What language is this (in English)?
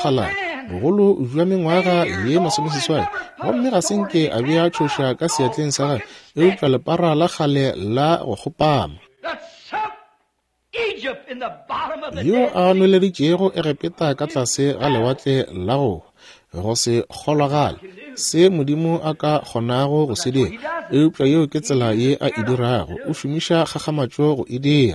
Northern Sotho